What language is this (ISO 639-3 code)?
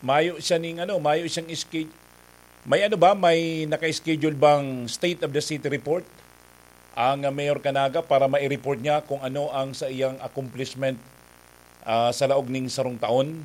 bik